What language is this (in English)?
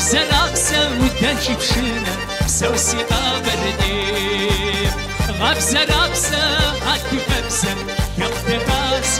Kabardian